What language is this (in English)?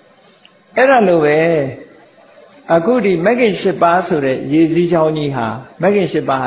Burmese